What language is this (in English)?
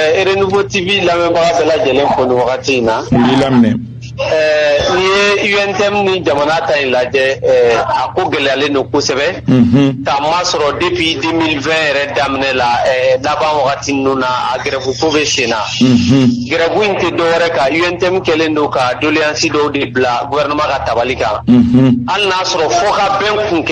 Bambara